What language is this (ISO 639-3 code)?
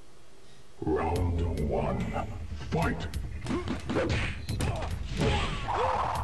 pol